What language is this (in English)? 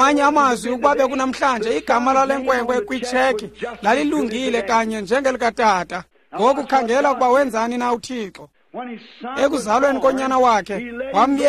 Xhosa